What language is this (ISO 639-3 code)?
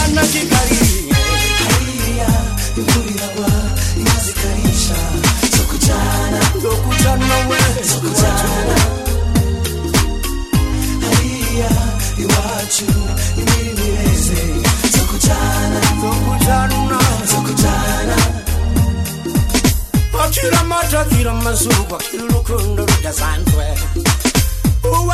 kin